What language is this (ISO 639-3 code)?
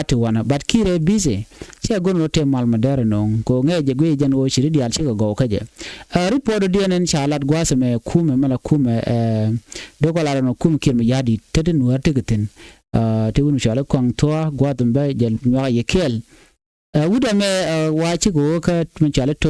nus